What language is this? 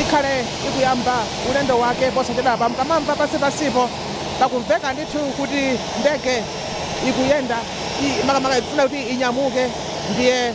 Nyanja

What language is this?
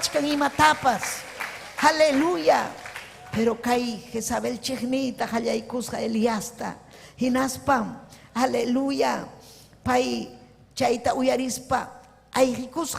Ayacucho Quechua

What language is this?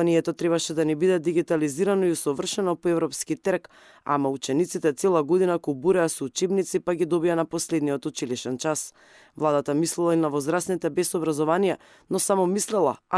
Macedonian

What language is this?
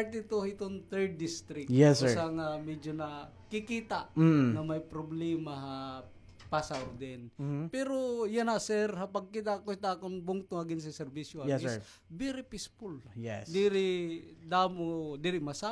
Waray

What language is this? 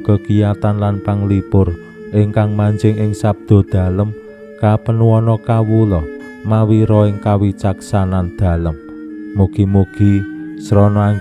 Javanese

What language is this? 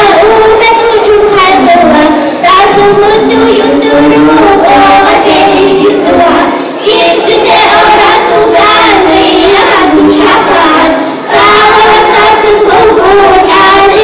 Kumyk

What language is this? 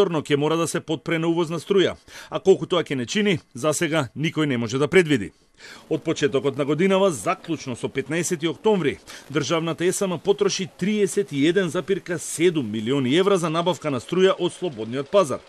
Macedonian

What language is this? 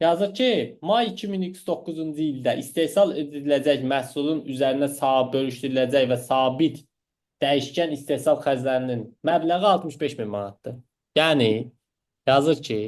Azerbaijani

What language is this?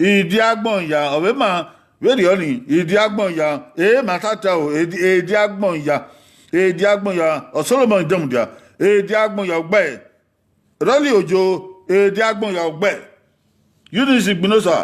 Bini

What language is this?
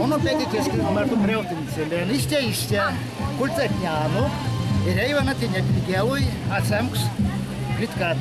Erzya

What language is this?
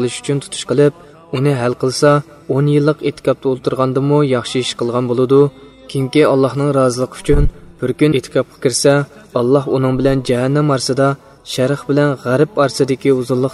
Uyghur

